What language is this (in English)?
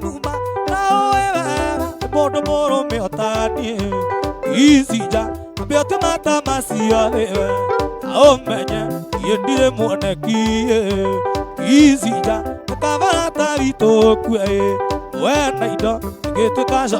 Kikuyu